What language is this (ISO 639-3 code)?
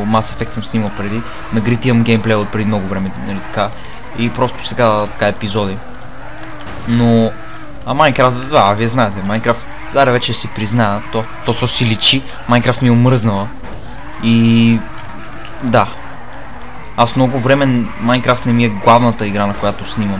bul